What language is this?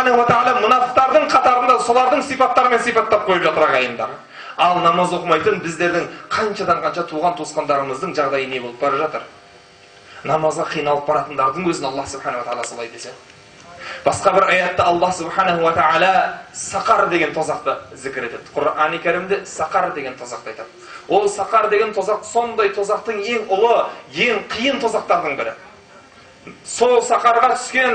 Kazakh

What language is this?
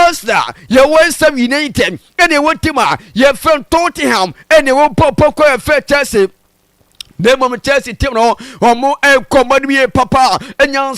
Akan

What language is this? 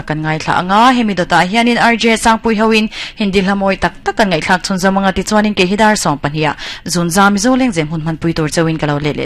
Mizo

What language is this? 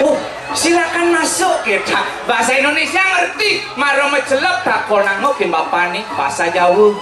Balinese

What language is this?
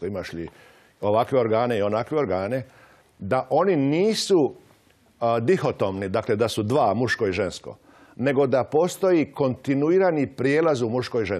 Croatian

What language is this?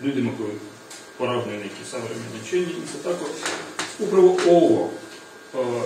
Serbian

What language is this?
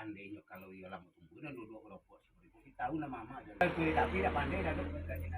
Minangkabau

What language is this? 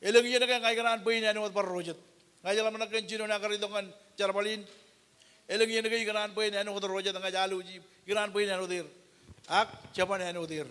Marshallese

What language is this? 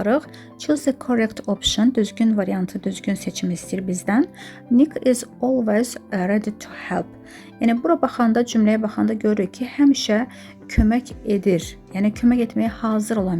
Azerbaijani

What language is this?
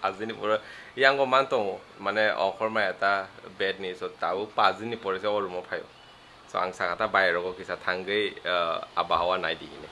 Kok Borok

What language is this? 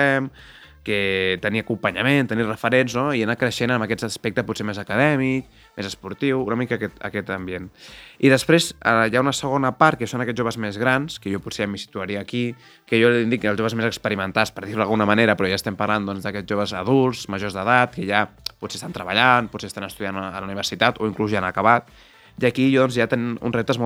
Catalan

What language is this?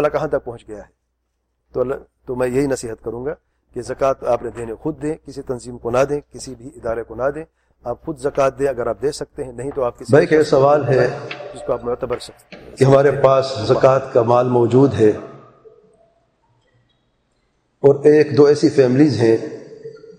Urdu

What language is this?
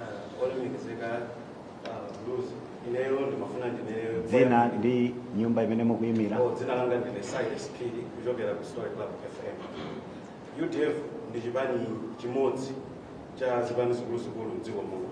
Nyanja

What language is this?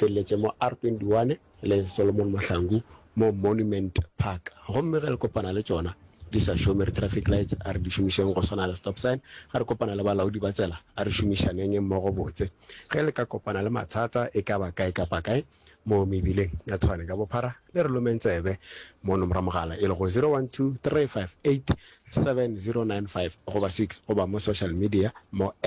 Northern Sotho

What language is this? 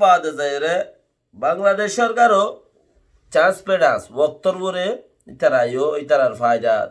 Rohingya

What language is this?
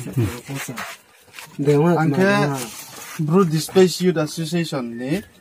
Riang (India)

